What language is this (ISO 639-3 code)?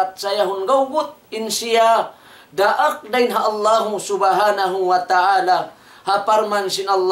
tsg